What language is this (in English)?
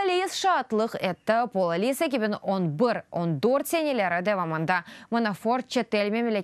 Crimean Tatar